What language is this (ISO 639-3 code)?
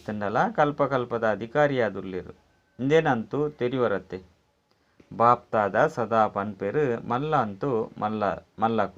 tcy